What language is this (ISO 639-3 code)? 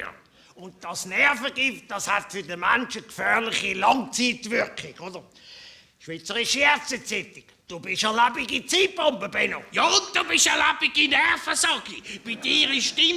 gsw